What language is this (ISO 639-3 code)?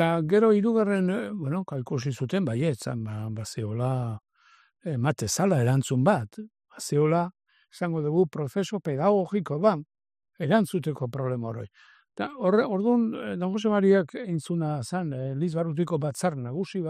eus